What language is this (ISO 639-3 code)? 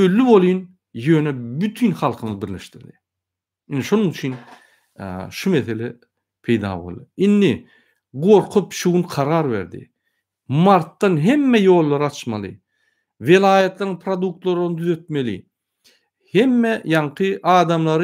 tuk